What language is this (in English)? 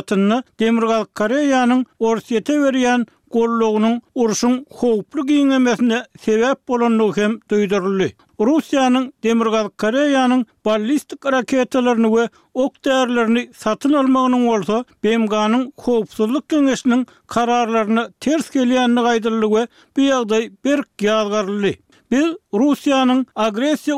Turkmen